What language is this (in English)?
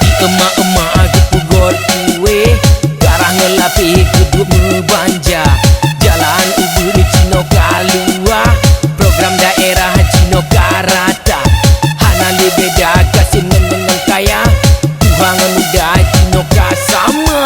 Achinese